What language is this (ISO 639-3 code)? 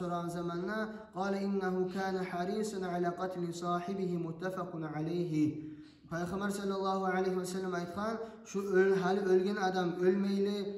kum